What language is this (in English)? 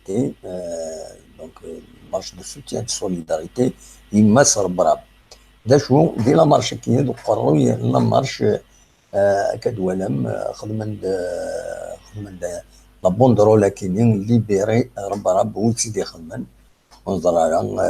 Kabyle